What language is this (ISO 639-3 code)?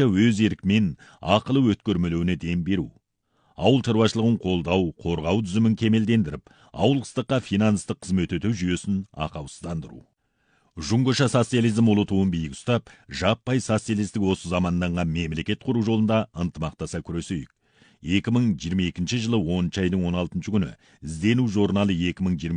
kaz